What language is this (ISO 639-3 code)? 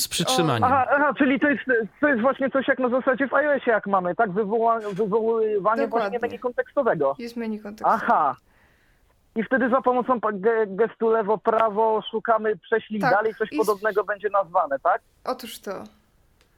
pol